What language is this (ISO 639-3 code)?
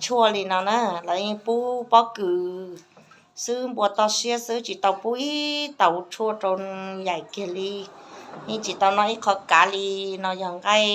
hmn